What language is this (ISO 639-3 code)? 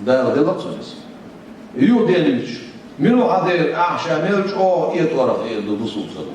che